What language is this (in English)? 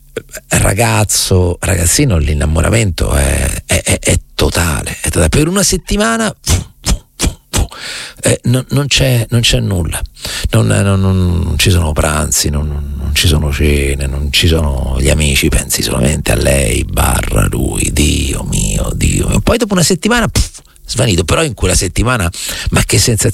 Italian